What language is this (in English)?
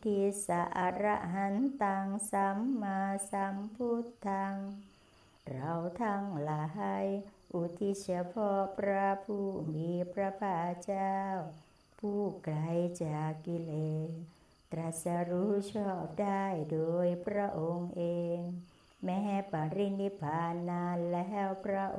Thai